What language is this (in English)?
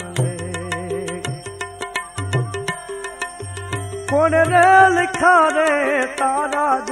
Gujarati